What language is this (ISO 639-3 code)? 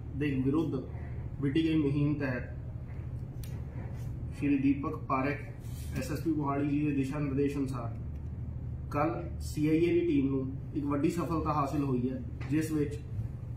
pan